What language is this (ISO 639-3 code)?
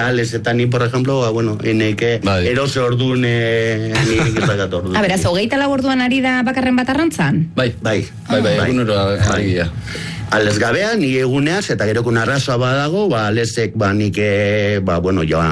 eus